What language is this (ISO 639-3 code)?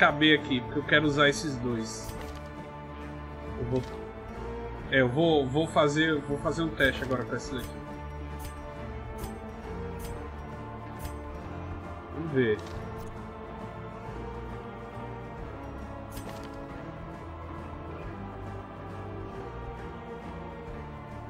por